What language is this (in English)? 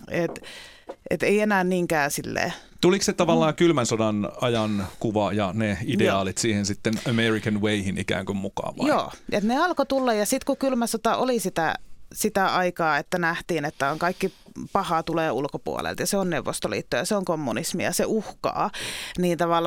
Finnish